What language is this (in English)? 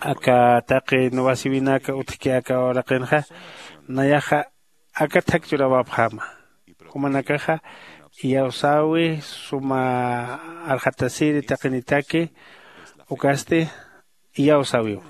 Aymara